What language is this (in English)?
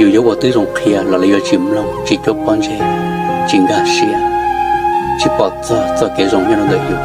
Hmong